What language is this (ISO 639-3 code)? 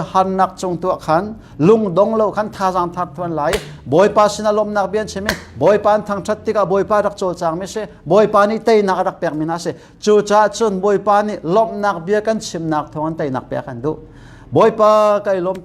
cnh